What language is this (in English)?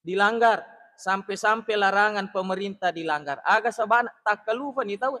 Buginese